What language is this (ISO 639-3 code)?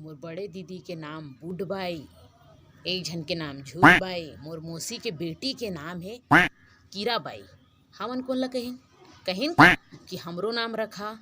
hne